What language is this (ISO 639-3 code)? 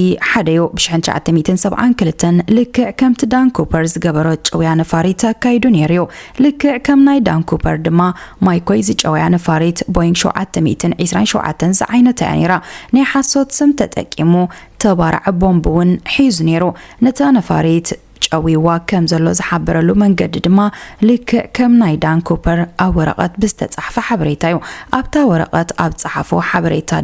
tir